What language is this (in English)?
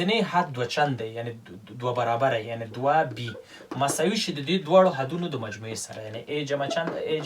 Pashto